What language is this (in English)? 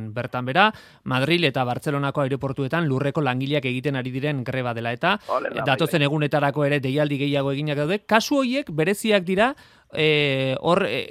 Basque